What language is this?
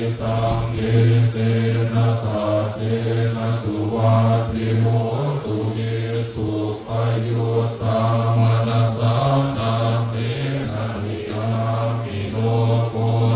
Pali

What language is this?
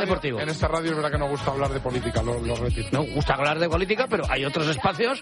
Spanish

